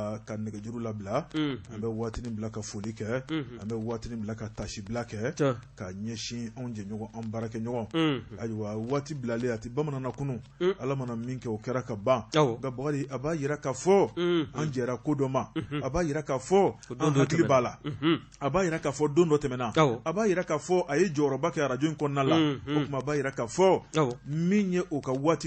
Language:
Bambara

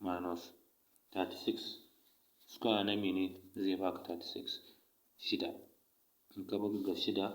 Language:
Hausa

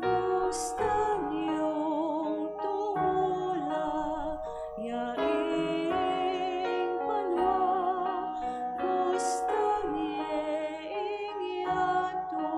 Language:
Pampanga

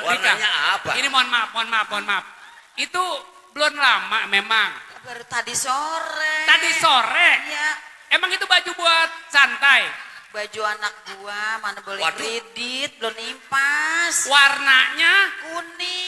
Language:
Betawi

